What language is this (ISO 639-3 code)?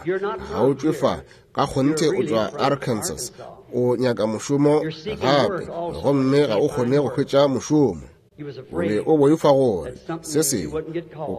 nso